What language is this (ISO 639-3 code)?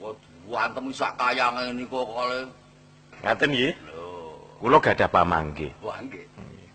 jav